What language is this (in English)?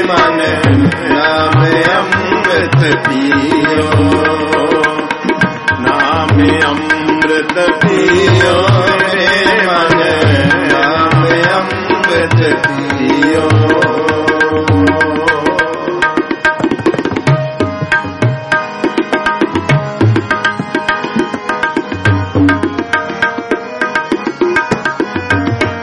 Punjabi